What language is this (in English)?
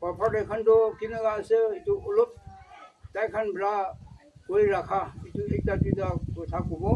Naga Pidgin